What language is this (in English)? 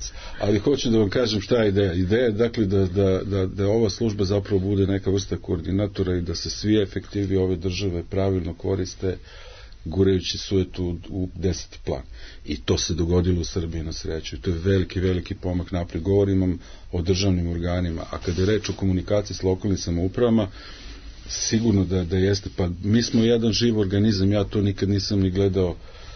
Serbian